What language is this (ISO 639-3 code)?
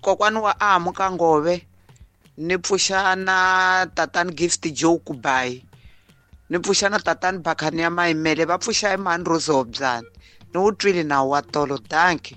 tso